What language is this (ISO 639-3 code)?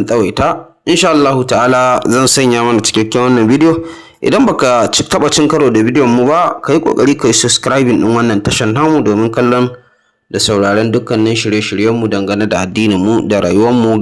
hau